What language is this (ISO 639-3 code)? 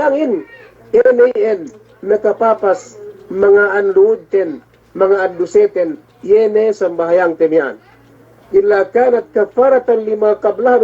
yka